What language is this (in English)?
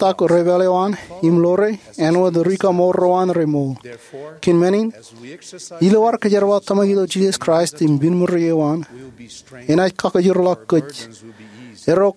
Marshallese